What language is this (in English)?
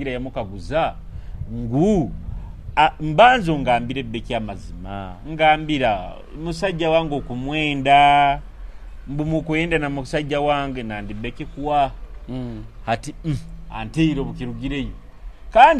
Nyoro